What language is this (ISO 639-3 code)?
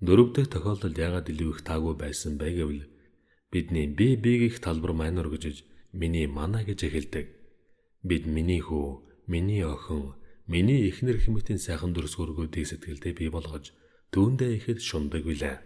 mon